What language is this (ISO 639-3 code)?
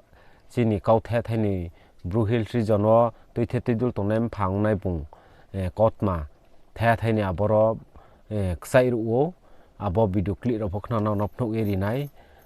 ria